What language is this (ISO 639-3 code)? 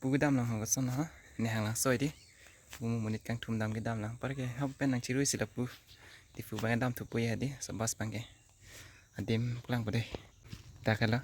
mjw